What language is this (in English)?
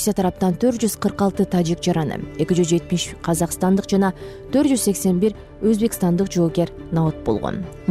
Kyrgyz